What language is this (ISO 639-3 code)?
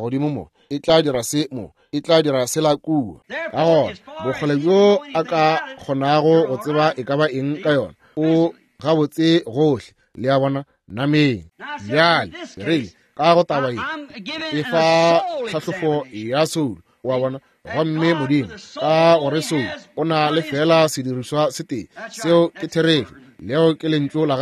nso